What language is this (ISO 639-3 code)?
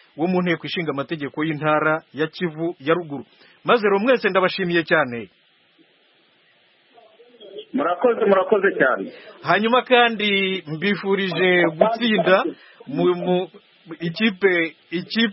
kin